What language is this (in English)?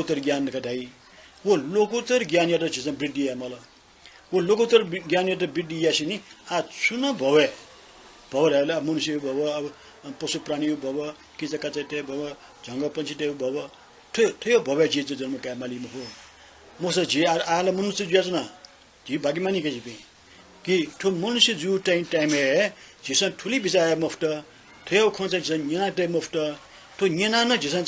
Newari